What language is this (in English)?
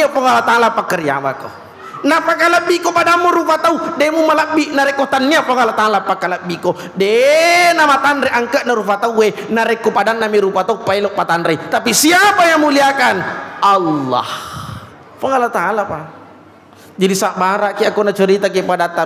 Buginese